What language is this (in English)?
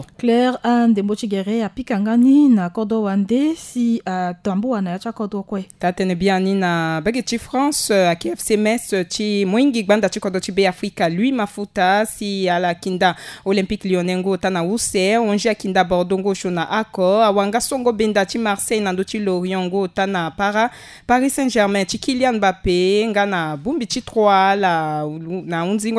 Sango